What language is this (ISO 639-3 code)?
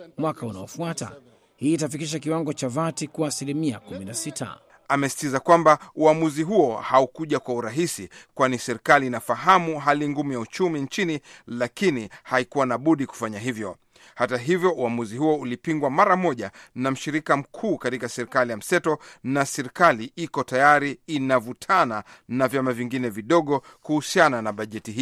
swa